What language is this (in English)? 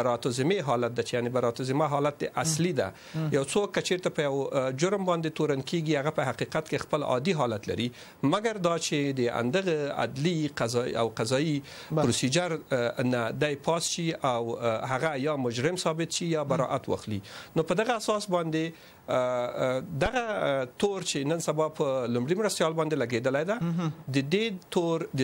Pashto